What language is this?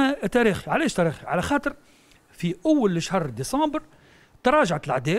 Tunisian Arabic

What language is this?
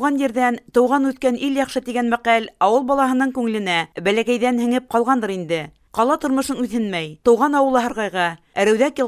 Bashkir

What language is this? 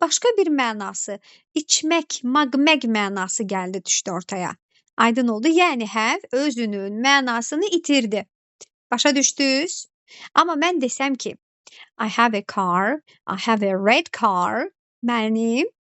Azerbaijani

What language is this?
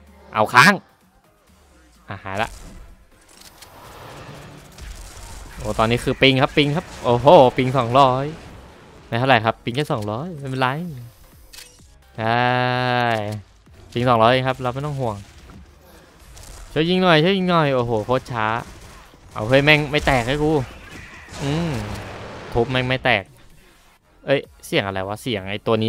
Thai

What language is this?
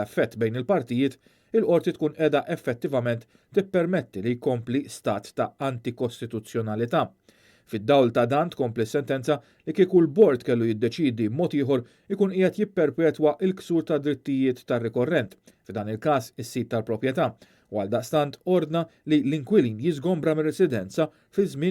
Maltese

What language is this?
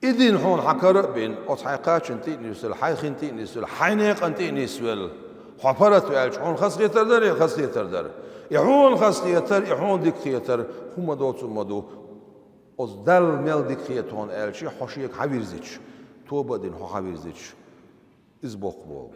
Chechen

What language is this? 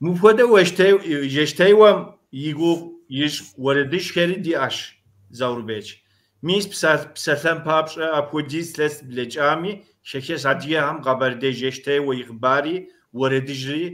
Kabardian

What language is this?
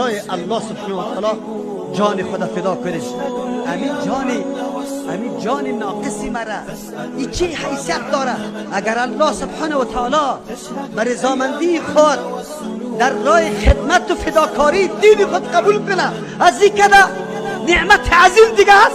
Tajik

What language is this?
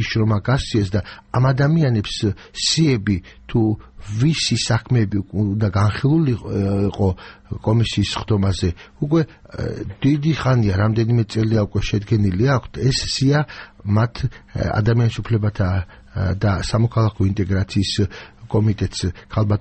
Georgian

